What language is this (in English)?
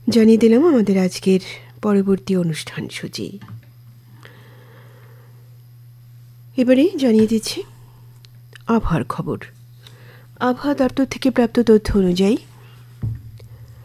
Bangla